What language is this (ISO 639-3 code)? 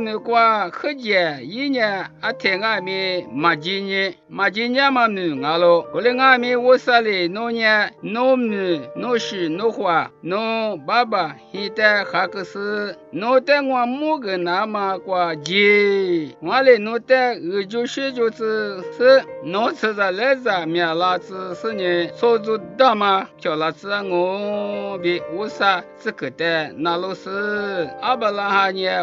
lis